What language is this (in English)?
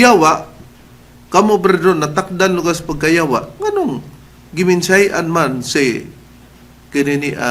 Cebuano